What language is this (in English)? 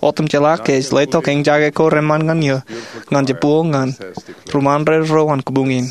Marshallese